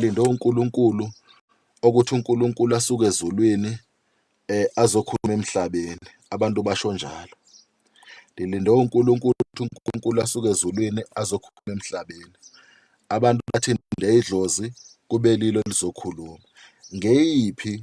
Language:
Zulu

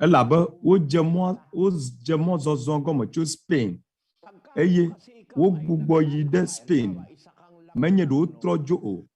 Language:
Ewe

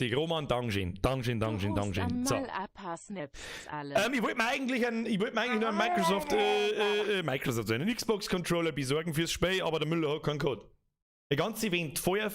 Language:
Bavarian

